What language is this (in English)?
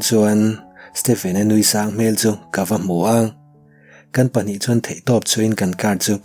Mizo